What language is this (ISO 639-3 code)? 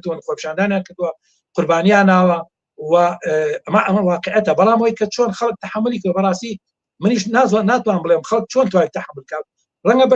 ckb